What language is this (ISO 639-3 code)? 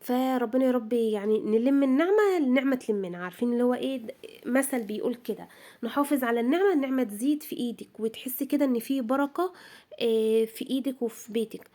arz